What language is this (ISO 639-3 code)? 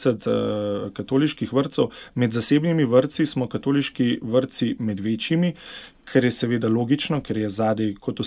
slv